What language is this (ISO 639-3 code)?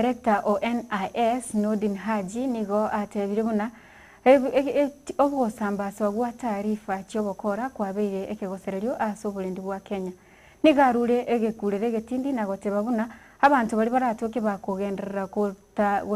guz